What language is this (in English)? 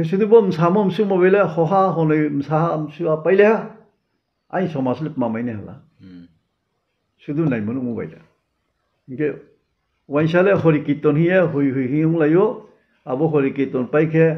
Riang (India)